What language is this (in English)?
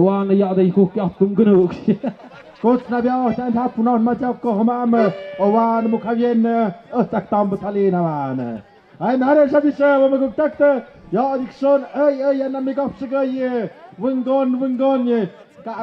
Tlahuitoltepec Mixe